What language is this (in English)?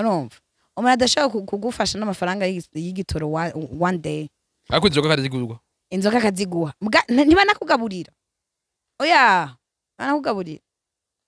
Rundi